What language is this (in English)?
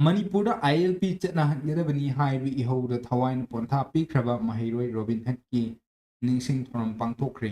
Manipuri